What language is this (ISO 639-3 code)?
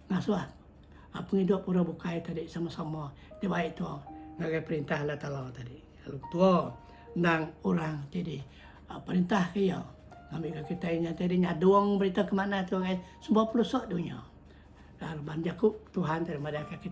iba